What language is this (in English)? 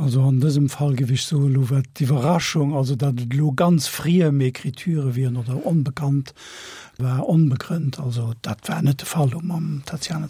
Luxembourgish